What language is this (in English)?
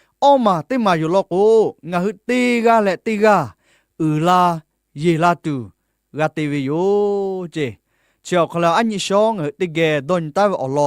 Lahu